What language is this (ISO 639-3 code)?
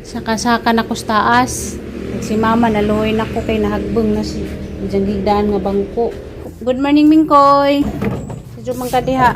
ceb